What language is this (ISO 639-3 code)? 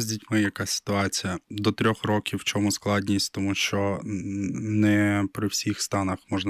ukr